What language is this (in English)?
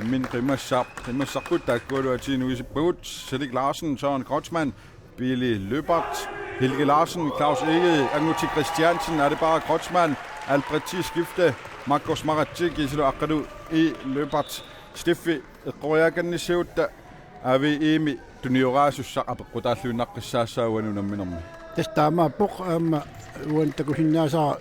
Kalaallisut